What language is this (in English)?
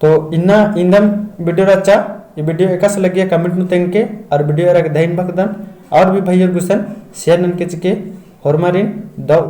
Kurukh